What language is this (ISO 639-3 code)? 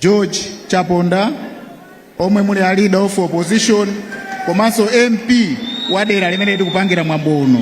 nya